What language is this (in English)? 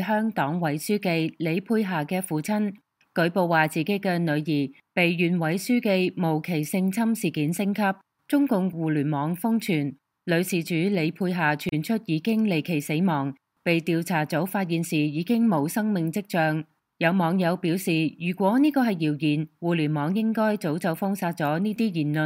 Cantonese